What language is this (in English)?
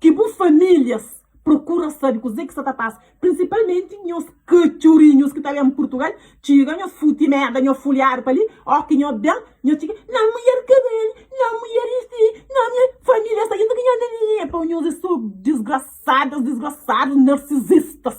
Kabuverdianu